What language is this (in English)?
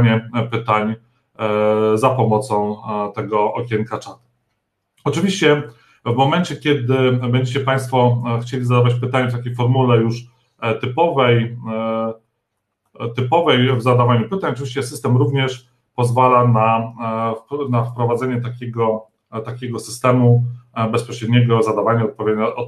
Polish